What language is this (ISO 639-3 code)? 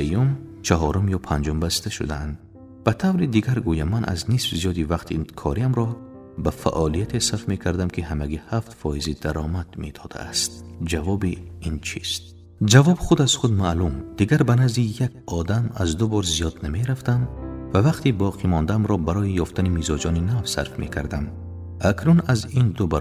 tgk